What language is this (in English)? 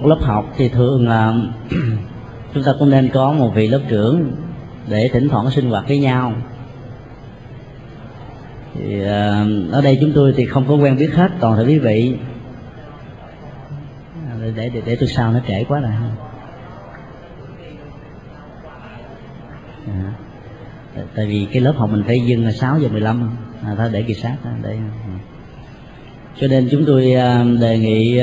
Vietnamese